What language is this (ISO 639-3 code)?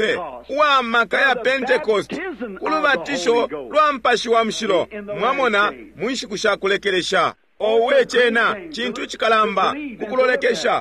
bem